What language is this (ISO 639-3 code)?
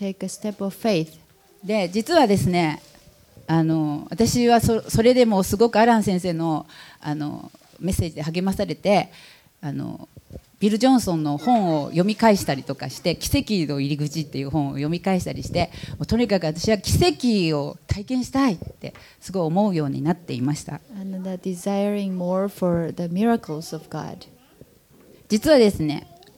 jpn